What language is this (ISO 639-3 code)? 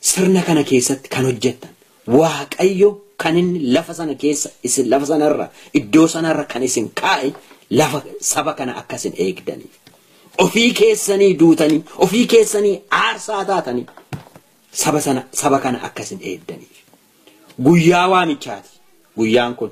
orm